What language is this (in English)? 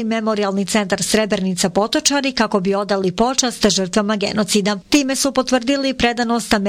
Bosnian